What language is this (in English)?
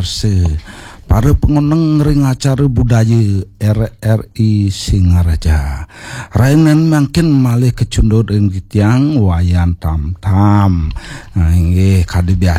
Balinese